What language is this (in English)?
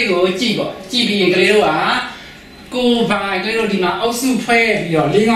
Burmese